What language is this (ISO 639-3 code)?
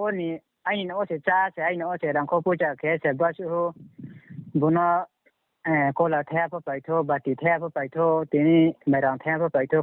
ria